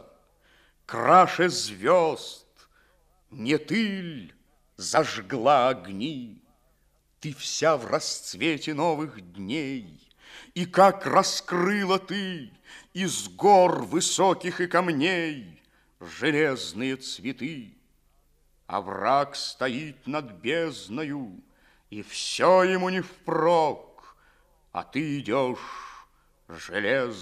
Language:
Russian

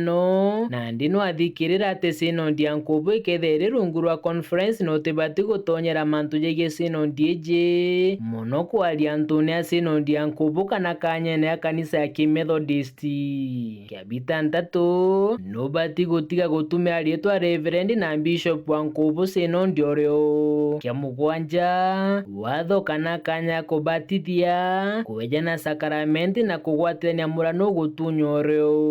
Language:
Meru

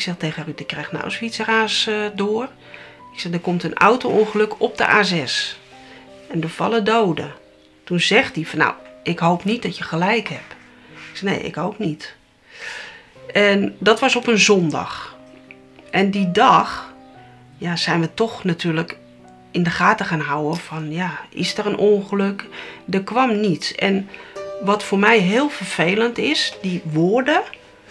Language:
Dutch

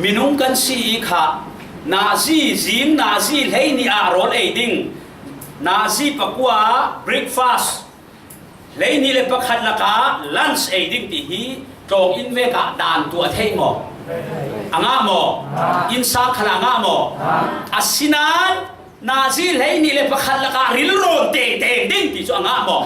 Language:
Falam Chin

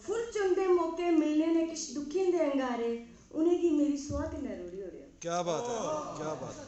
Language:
Dogri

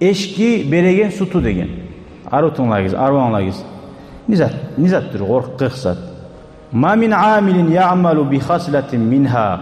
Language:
Kumyk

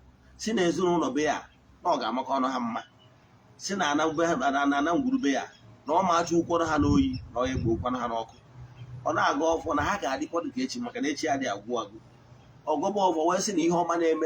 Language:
Igbo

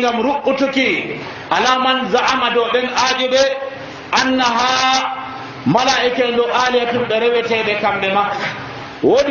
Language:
Nigerian Fulfulde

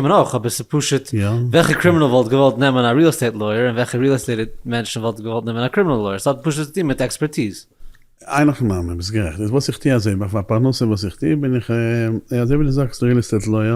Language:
Yiddish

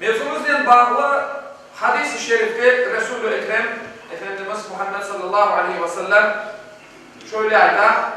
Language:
Crimean Tatar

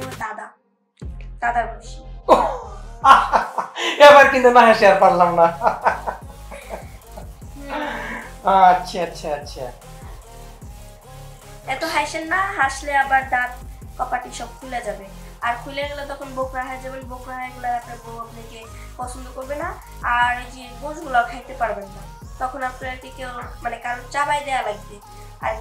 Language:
Bangla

